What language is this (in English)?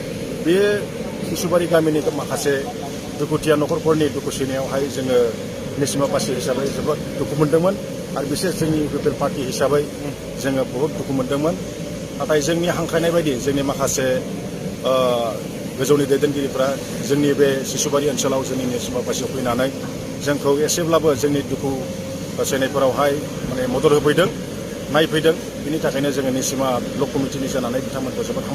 Bodo